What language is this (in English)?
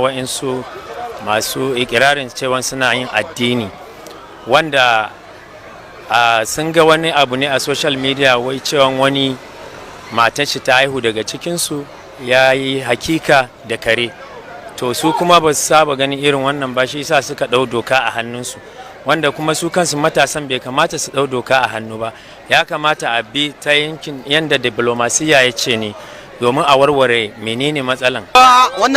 Hausa